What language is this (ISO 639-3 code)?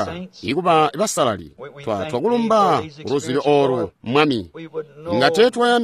toi